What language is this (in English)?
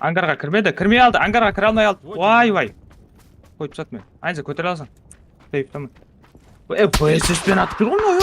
Kara-Kalpak